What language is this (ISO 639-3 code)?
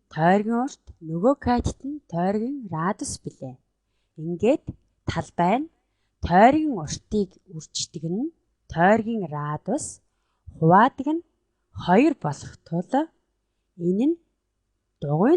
mon